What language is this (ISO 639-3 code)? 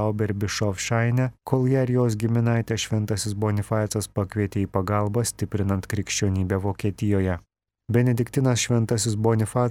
lit